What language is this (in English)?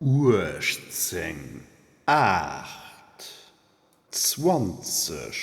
Luxembourgish